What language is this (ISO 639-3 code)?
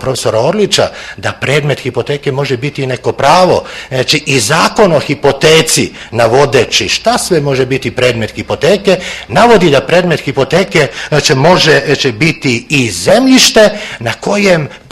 srp